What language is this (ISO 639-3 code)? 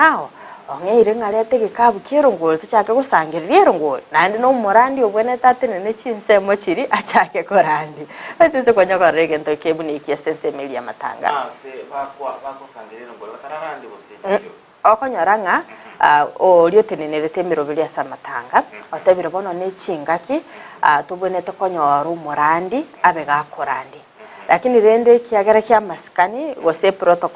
guz